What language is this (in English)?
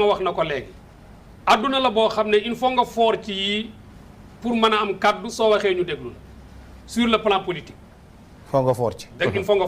Wolof